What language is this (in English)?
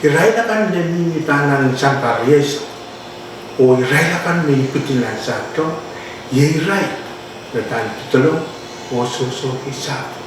Pohnpeian